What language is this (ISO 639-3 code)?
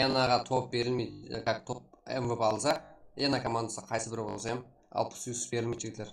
kaa